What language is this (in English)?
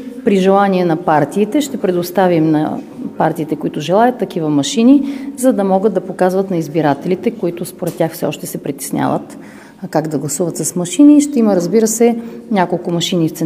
Bulgarian